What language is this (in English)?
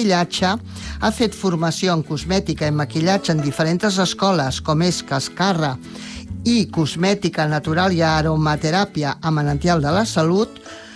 Catalan